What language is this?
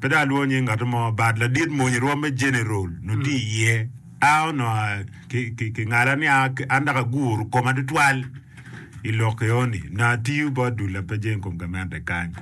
Acoli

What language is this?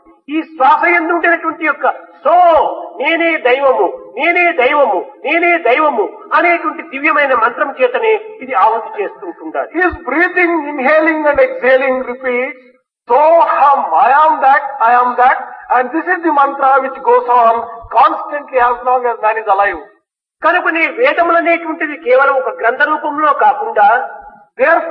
Telugu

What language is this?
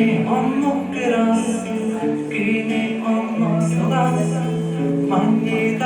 Yakut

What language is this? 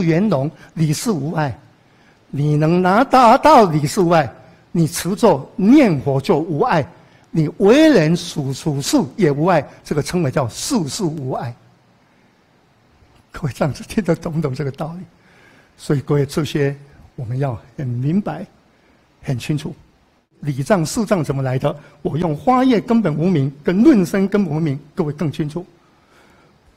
Chinese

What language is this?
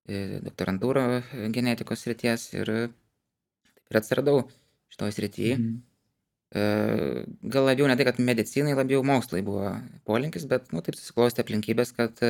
Lithuanian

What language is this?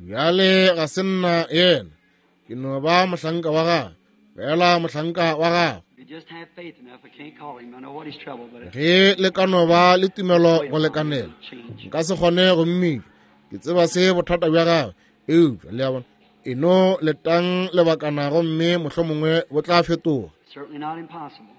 Northern Sotho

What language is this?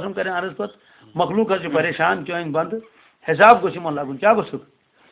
Kashmiri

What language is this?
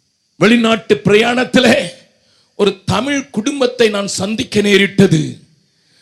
Tamil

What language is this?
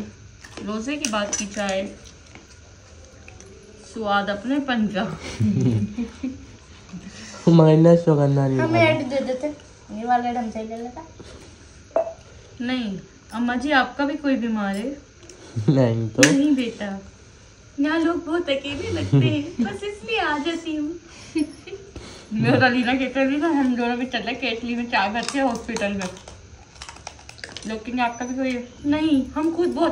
Hindi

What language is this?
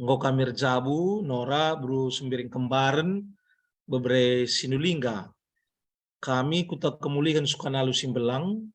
Batak Karo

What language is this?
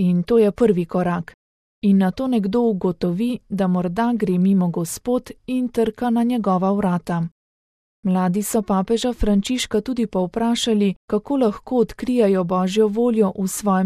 Slovenian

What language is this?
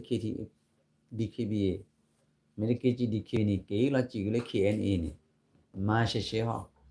S'gaw Karen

